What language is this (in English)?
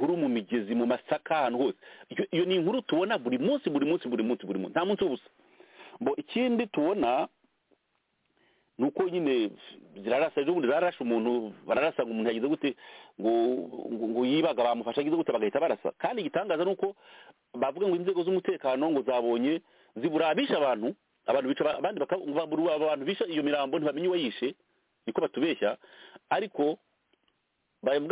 Kinyarwanda